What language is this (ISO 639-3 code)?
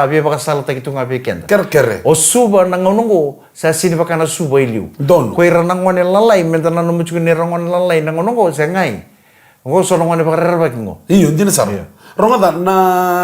fij